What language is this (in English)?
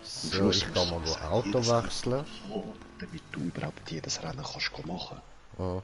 Swiss German